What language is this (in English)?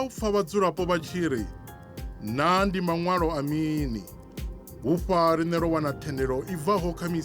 Venda